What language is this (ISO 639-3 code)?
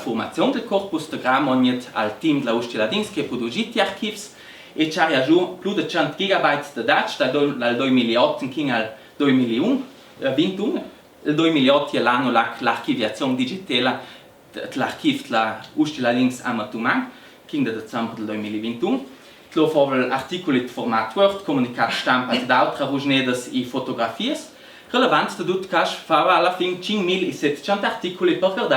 lld